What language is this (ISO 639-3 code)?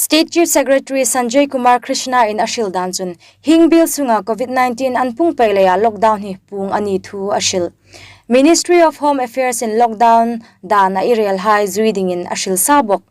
hmr